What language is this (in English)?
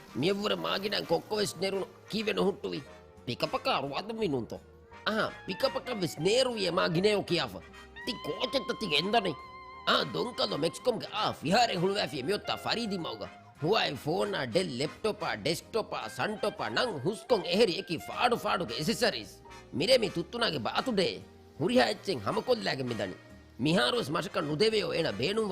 Divehi